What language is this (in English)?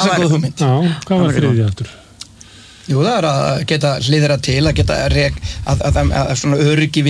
Icelandic